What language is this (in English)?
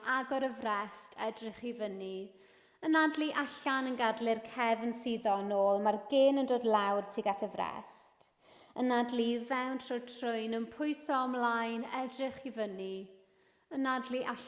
Welsh